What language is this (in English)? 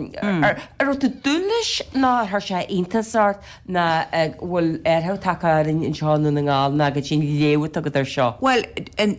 Irish